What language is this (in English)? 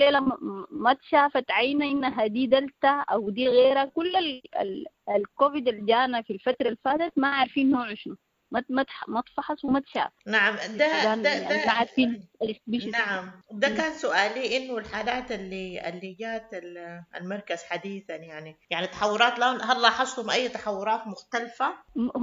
Sudanese Arabic